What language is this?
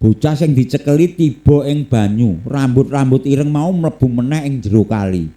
Javanese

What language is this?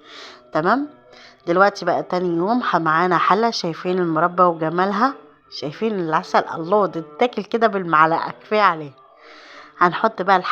Egyptian Arabic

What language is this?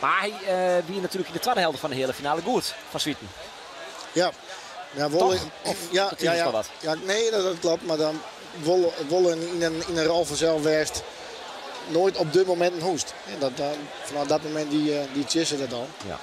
Western Frisian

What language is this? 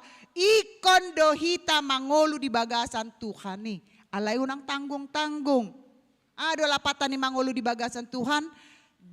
Batak Toba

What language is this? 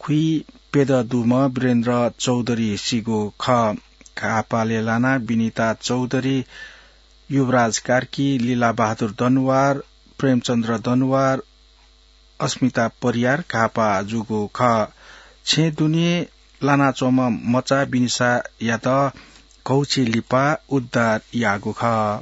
Newari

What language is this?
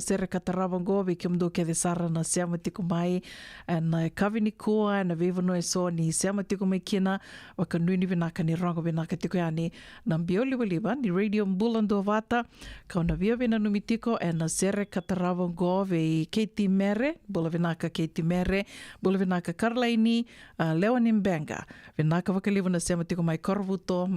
Fijian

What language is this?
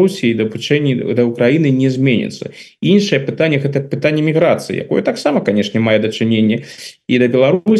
Belarusian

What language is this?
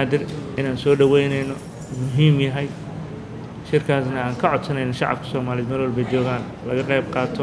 Somali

